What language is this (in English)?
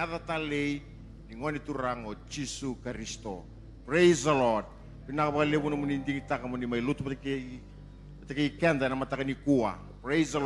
Fijian